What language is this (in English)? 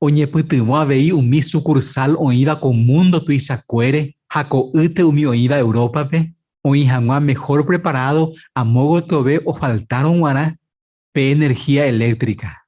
Guarani